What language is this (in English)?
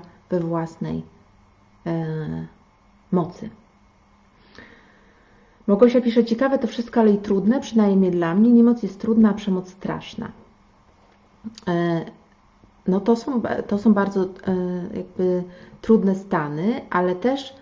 Polish